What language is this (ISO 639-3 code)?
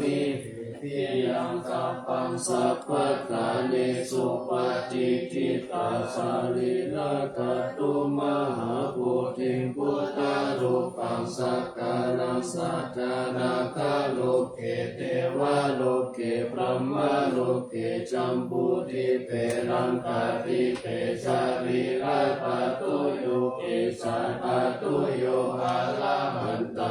pli